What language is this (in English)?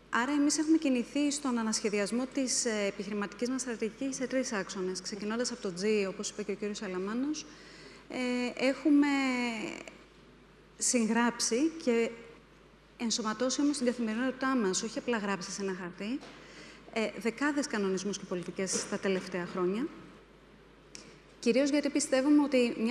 Greek